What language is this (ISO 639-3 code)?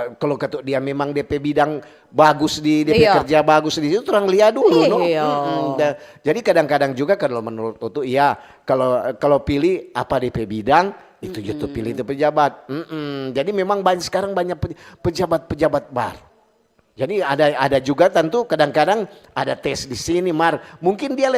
xmm